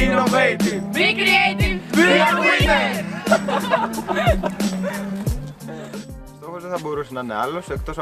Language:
Greek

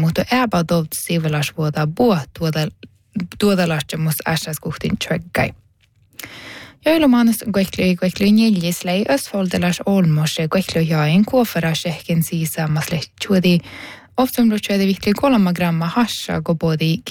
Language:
Northern Sami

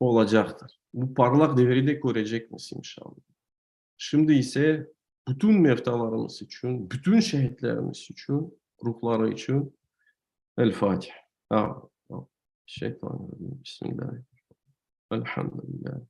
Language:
Crimean Tatar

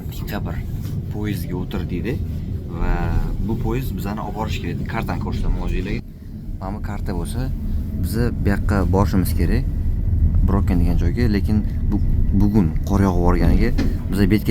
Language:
Uzbek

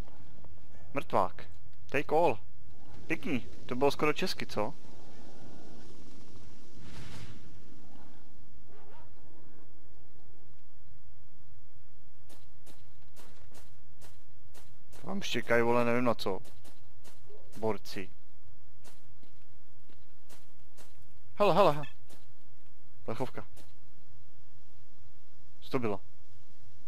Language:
Czech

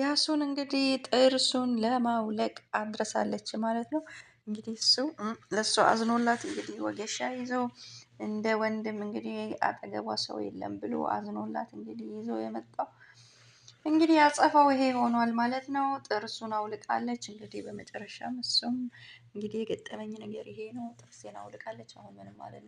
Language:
Amharic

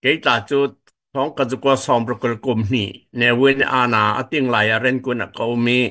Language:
Falam Chin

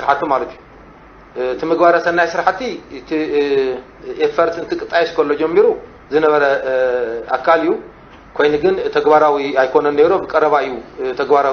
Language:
Tigrinya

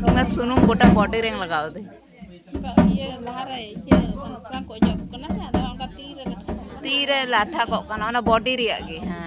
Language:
Santali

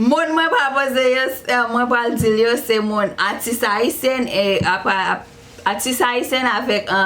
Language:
Haitian Creole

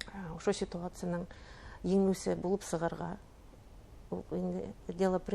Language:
Bashkir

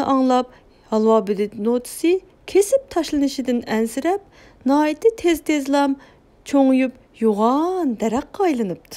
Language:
Uyghur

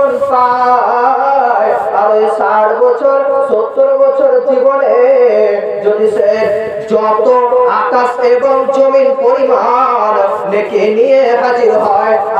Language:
Bangla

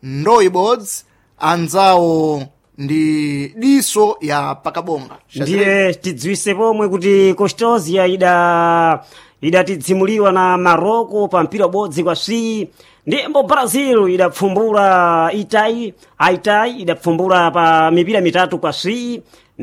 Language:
Sena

